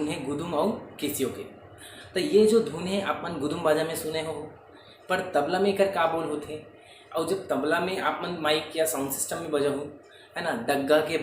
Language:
Chhattisgarhi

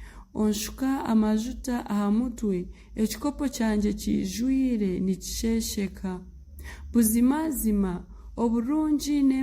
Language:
Nyankole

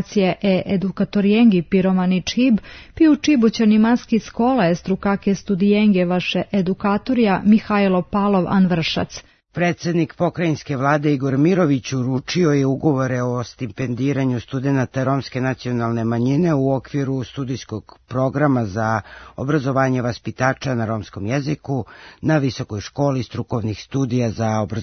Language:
Serbian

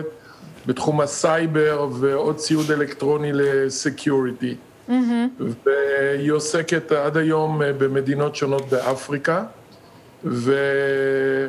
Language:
Hebrew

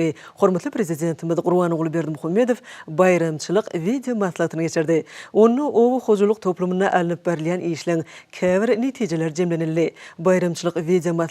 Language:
Turkmen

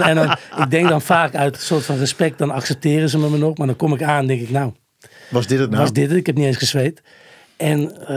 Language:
Dutch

